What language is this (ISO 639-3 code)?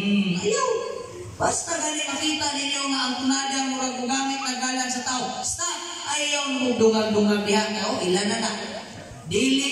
ceb